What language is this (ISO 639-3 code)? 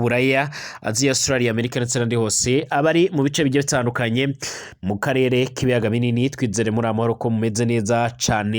run